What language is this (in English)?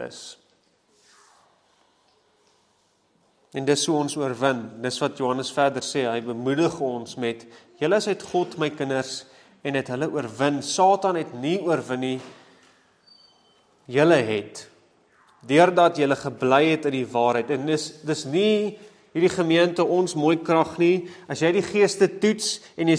Afrikaans